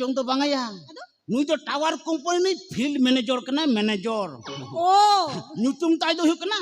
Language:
Santali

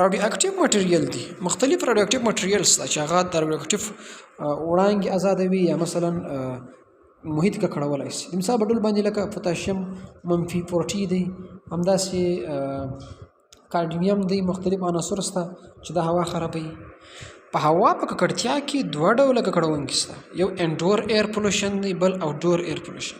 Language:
Pashto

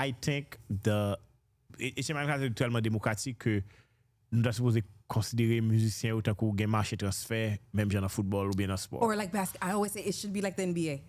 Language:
Haitian Creole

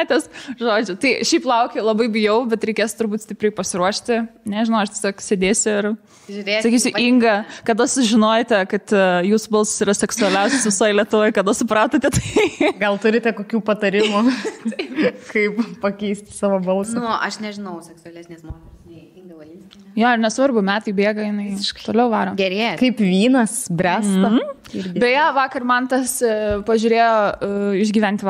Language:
Lithuanian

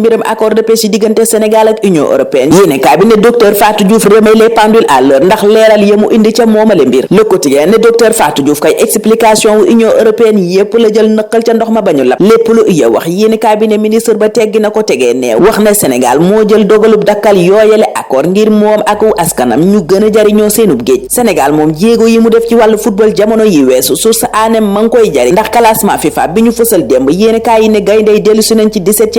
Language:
Wolof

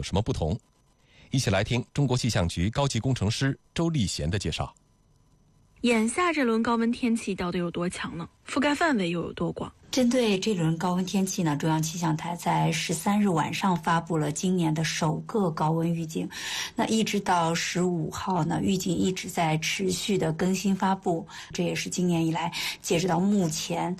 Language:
Chinese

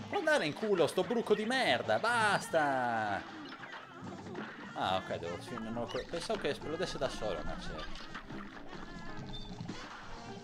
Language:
Italian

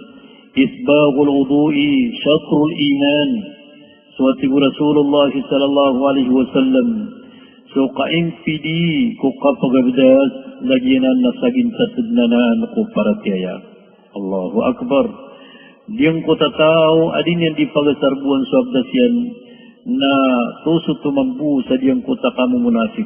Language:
Maranao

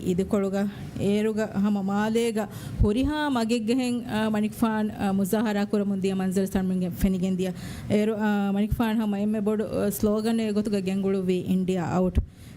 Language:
Divehi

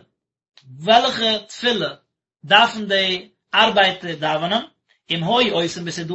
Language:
Yiddish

